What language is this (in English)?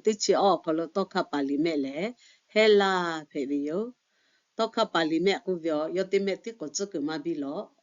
Lahu